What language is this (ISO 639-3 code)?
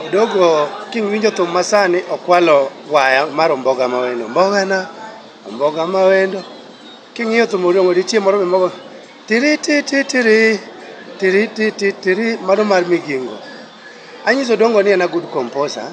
luo